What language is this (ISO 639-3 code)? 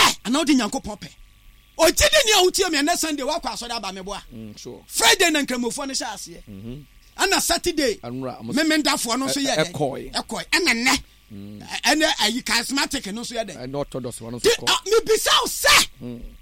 aka